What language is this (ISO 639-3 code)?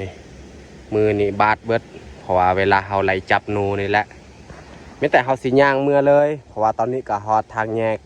lao